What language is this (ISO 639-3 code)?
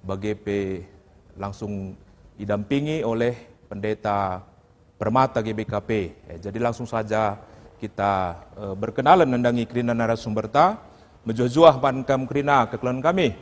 btx